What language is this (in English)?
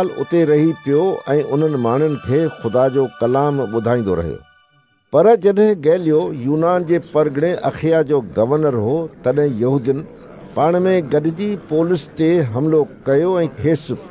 Sindhi